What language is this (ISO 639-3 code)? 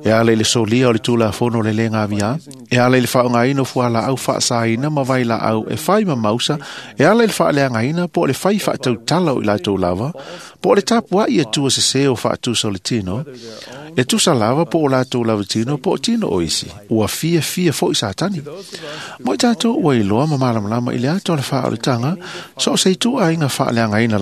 smo